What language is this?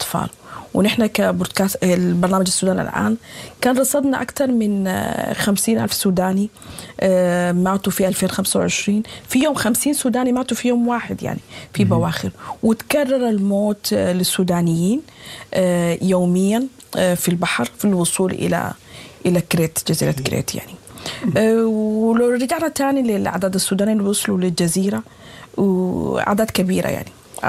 Sudanese Arabic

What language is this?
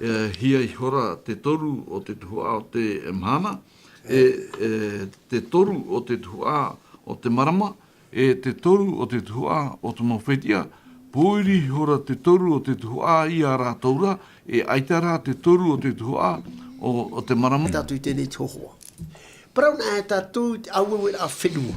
Tahitian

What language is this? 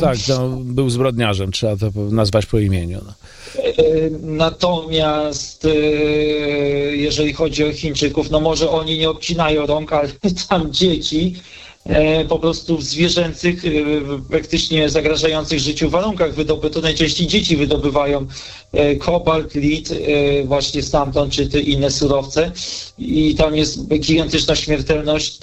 Polish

